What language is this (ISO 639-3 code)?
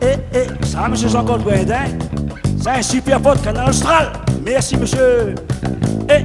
rcf